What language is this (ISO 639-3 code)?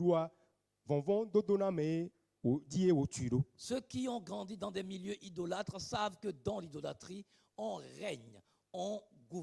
ewe